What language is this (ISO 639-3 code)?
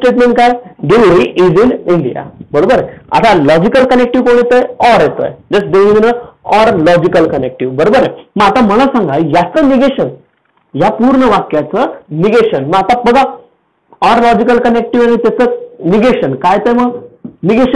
mar